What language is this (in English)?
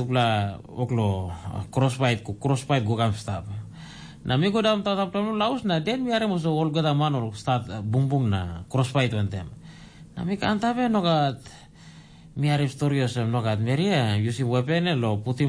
Tok Pisin